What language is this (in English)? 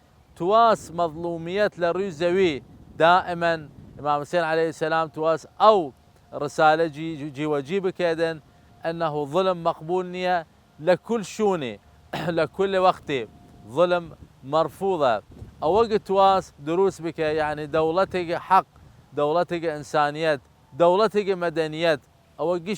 Southern Kurdish